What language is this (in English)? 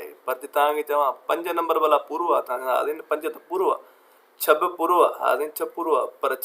Sindhi